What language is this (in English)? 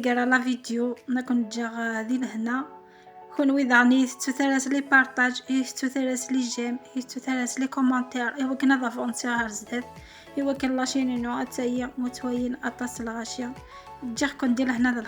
Kabyle